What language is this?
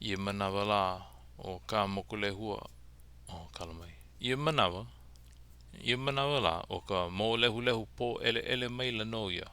Hawaiian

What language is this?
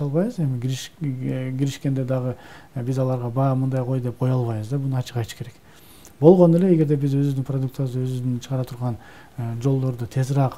Kyrgyz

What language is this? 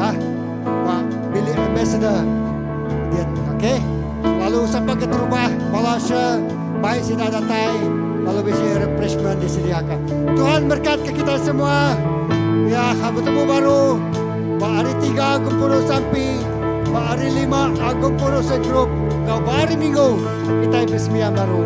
Iban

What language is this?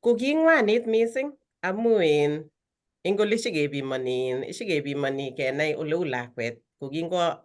Kalenjin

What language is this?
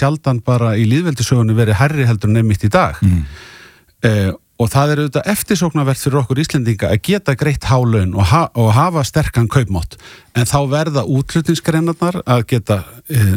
Icelandic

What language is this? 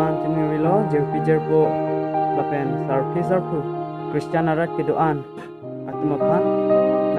Karbi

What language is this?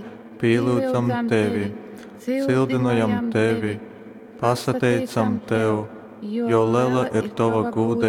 Latgalian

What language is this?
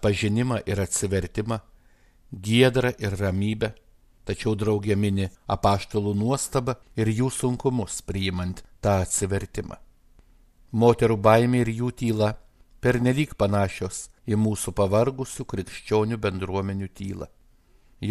Lithuanian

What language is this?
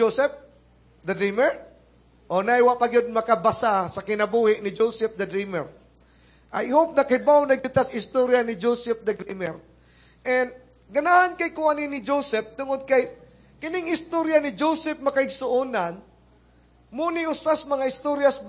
Cebuano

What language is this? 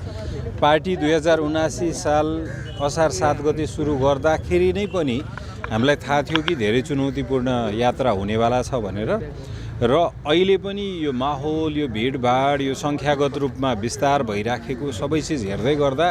Nepali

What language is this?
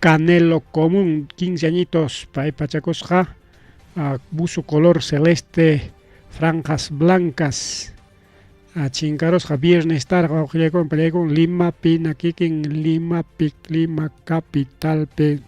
Ayacucho Quechua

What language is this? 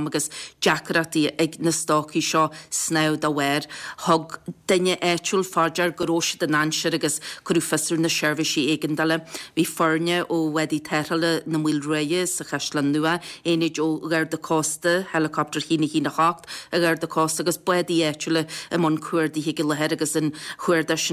Irish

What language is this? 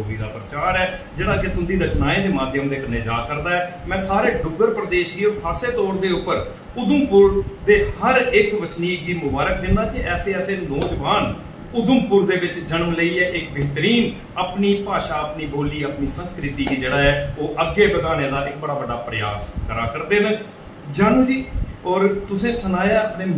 Dogri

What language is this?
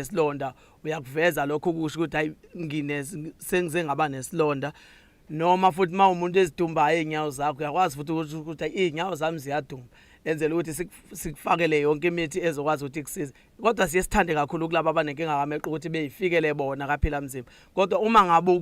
Zulu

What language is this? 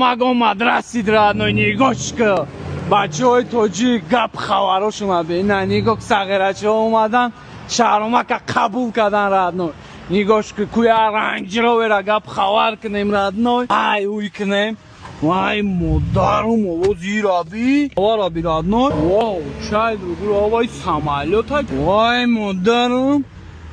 Tajik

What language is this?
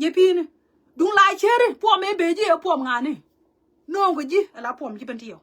Nuer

